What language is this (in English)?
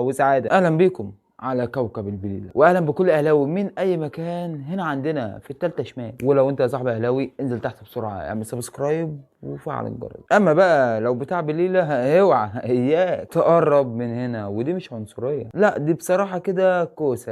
Egyptian Arabic